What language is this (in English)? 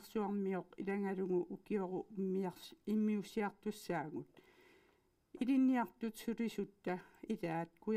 Kalaallisut